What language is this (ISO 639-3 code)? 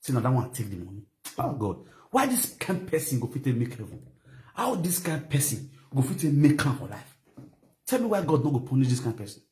pcm